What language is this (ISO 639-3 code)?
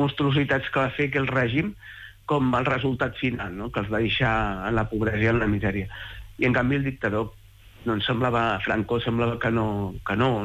cat